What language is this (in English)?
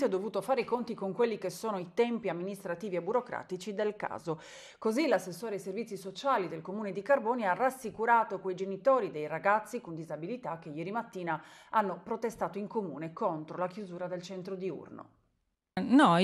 Italian